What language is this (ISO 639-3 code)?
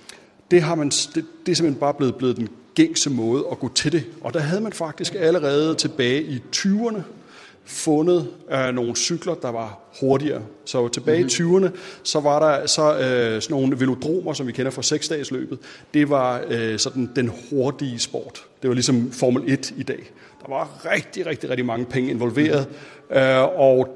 dan